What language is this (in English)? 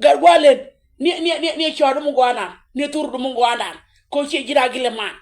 Nuer